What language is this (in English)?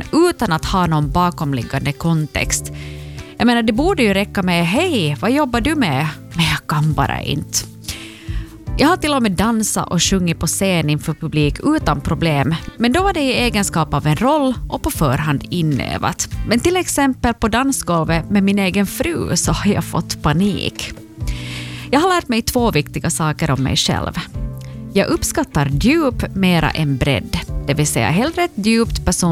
Swedish